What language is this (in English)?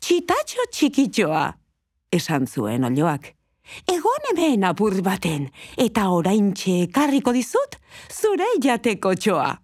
Basque